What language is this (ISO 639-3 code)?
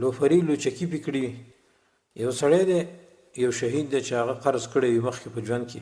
pus